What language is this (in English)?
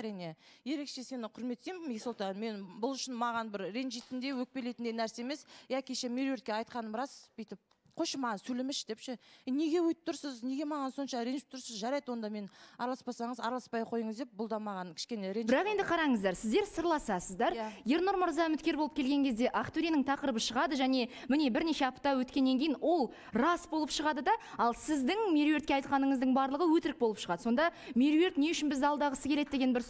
Kazakh